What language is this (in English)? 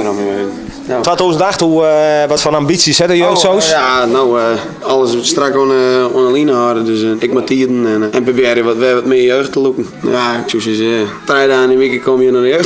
Western Frisian